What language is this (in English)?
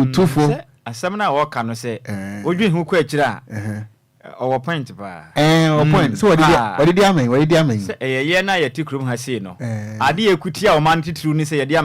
Akan